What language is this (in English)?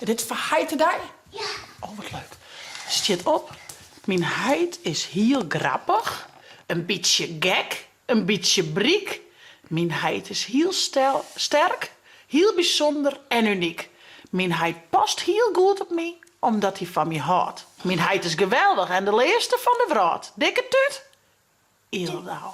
Western Frisian